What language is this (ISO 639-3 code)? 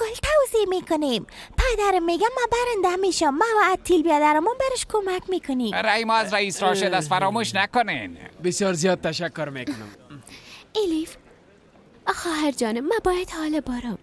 fas